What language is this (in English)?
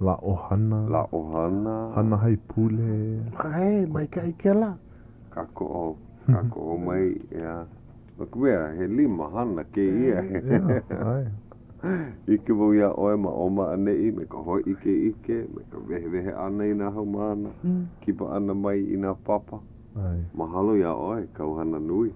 Hawaiian